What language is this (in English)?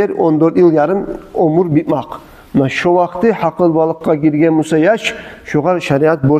Kumyk